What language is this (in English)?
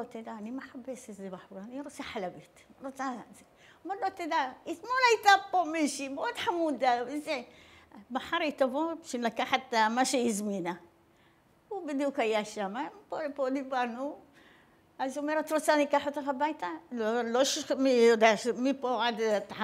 Hebrew